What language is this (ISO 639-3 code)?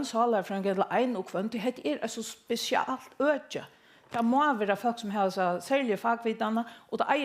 fao